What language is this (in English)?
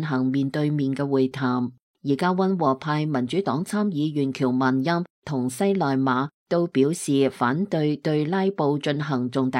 Cantonese